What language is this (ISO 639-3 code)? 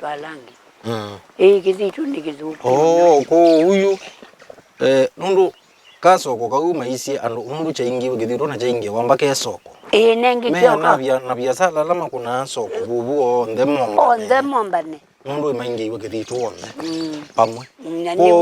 kam